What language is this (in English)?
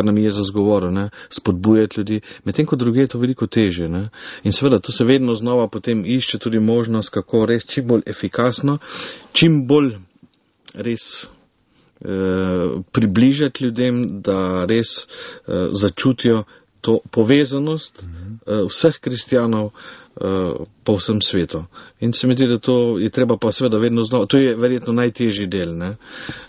Slovenian